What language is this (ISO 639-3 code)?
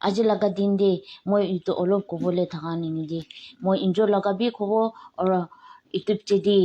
nag